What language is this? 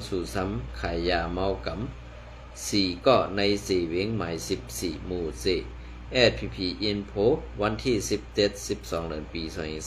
Shan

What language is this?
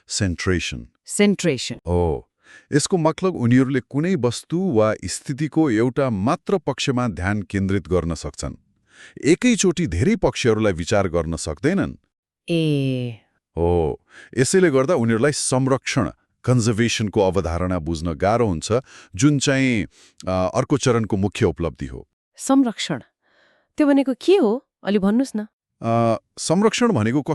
Nepali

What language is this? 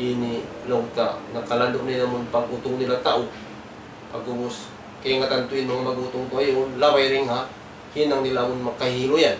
Tausug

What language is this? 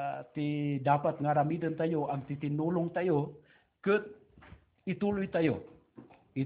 Iloko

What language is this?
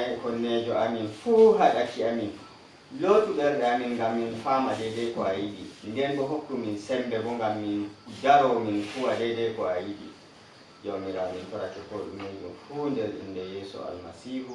Nigerian Fulfulde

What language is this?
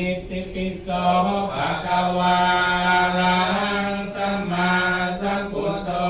Pali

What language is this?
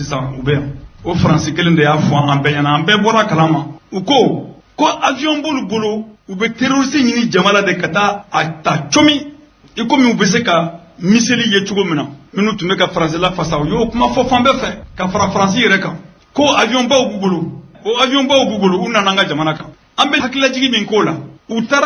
Bambara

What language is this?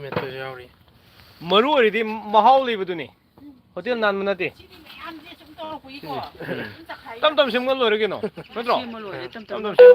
Manipuri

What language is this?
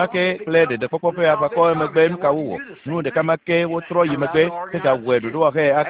Ewe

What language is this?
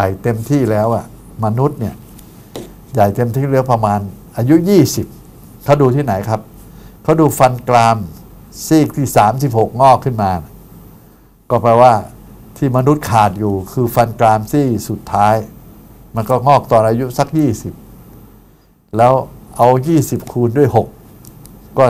Thai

